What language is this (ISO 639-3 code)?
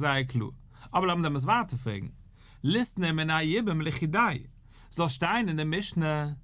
yid